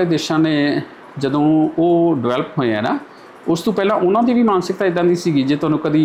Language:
Punjabi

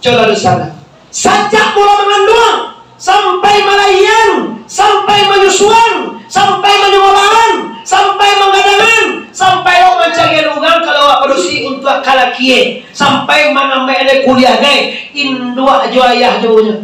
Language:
Minangkabau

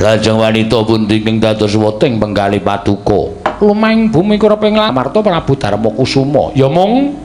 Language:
Javanese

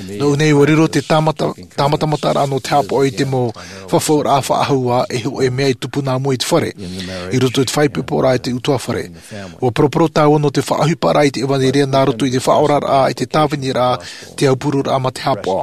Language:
Tahitian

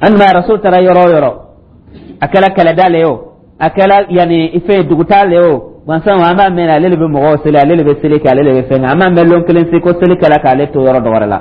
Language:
Dyula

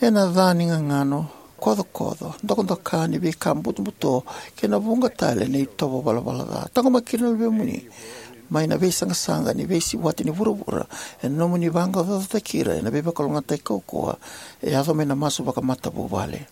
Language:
Fijian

